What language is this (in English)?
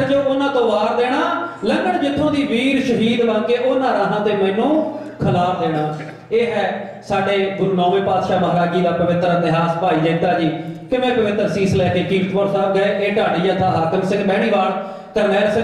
Punjabi